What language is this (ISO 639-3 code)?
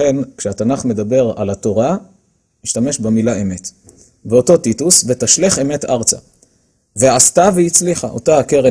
heb